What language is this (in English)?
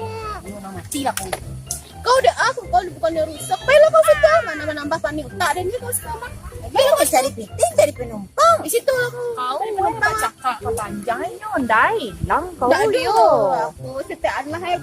Minangkabau